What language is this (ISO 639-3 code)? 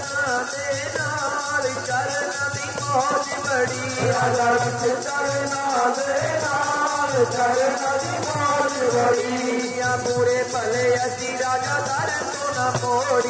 pan